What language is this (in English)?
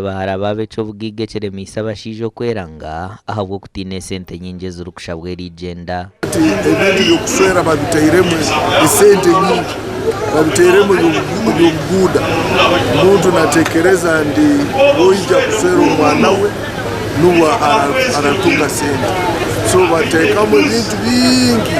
Nyankole